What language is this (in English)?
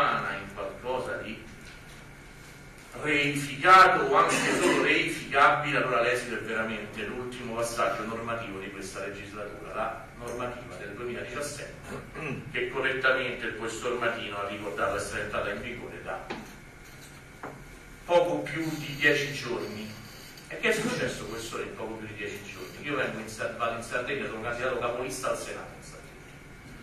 Italian